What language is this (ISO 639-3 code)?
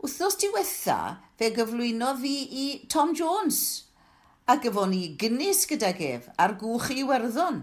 cym